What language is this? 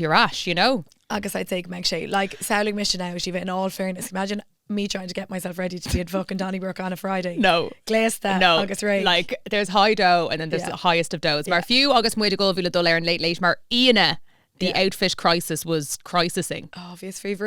Irish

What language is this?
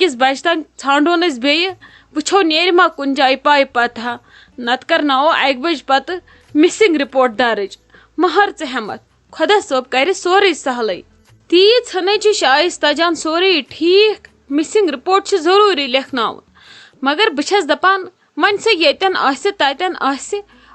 Kashmiri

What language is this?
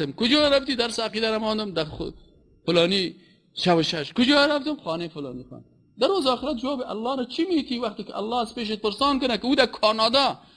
Persian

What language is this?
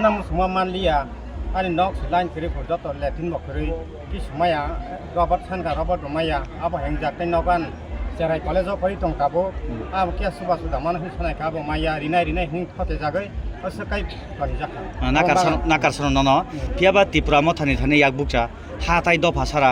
Kok Borok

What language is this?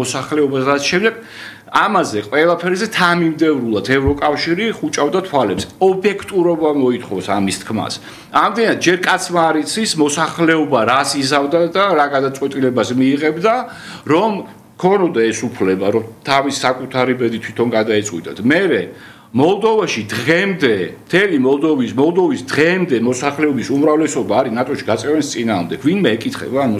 Georgian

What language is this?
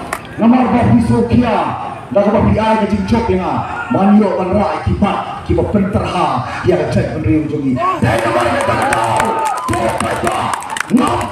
Khasi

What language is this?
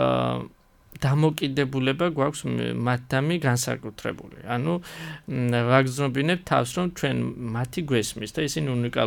Georgian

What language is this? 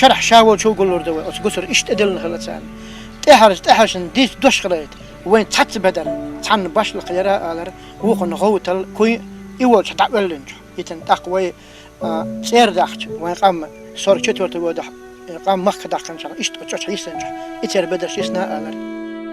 Chechen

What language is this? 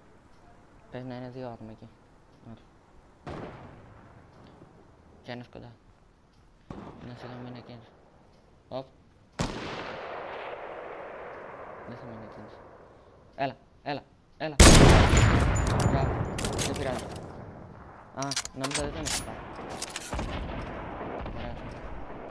Greek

